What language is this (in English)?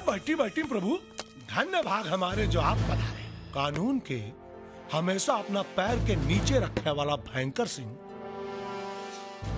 Bhojpuri